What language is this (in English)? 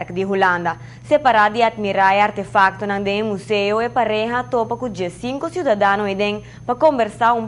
Papiamento